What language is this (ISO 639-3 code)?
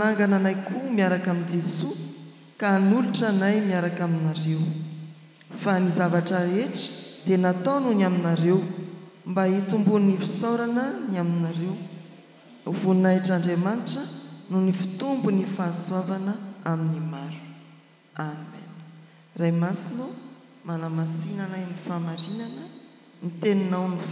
mlg